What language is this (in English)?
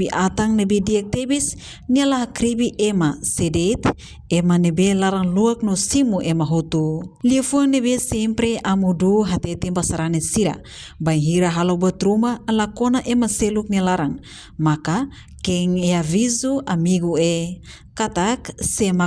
Tetum